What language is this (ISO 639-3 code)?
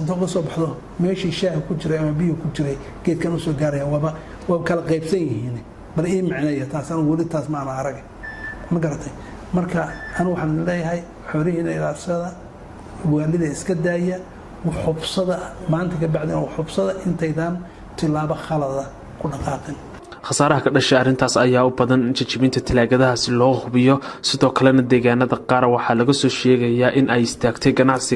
som